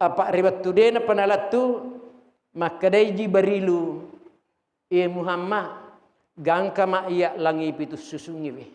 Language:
Buginese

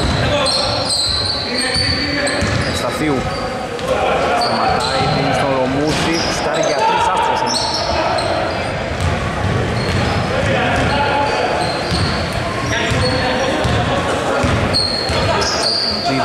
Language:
Greek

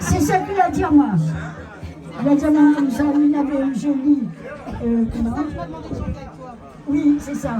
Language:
Réunion Creole French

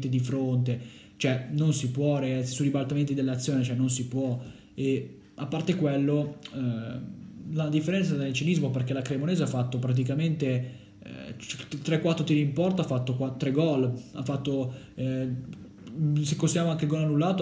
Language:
Italian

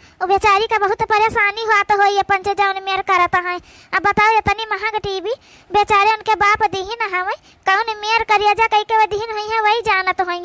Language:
Awadhi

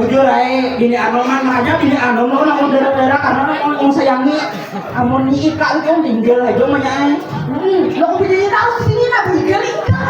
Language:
Banjar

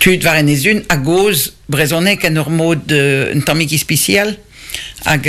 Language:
Breton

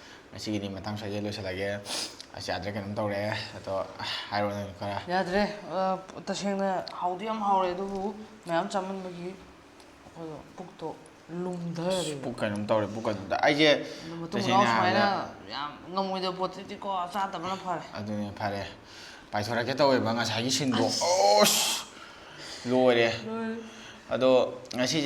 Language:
Manipuri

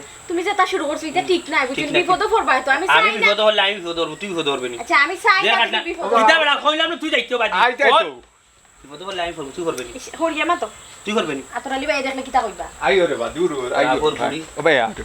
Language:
Sylheti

